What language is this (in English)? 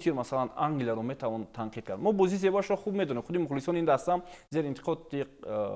Tajik